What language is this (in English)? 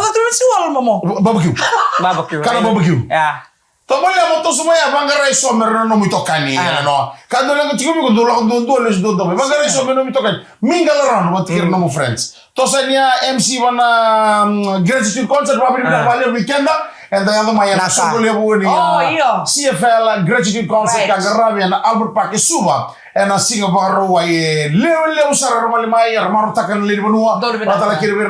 Fijian